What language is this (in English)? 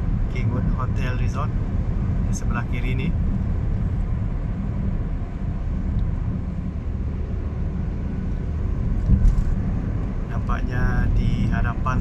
Malay